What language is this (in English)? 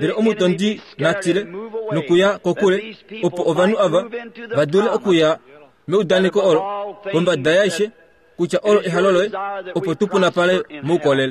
Kuanyama